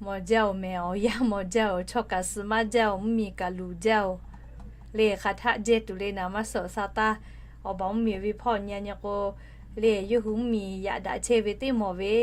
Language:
Lahu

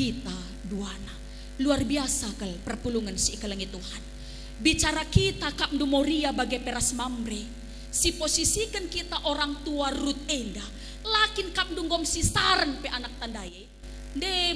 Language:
Batak Karo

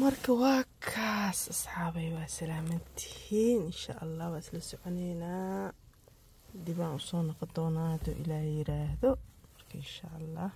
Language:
Somali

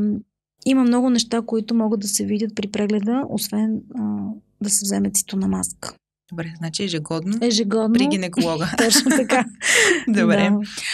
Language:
Bulgarian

